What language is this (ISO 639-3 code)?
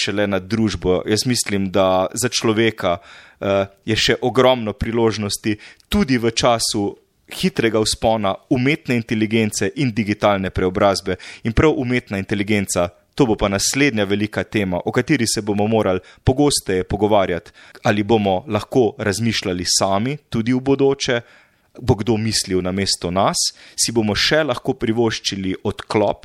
slv